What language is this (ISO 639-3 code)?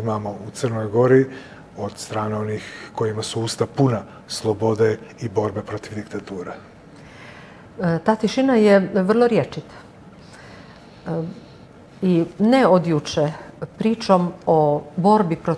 srp